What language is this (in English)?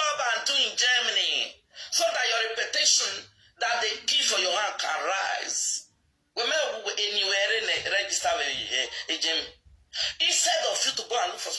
Nigerian Pidgin